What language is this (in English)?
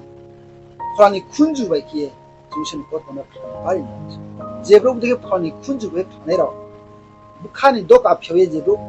Riang (India)